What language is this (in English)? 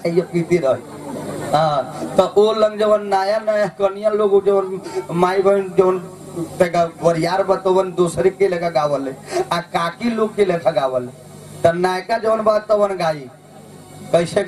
Bhojpuri